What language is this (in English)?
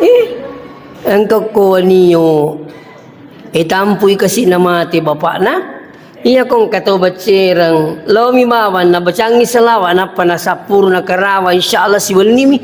Buginese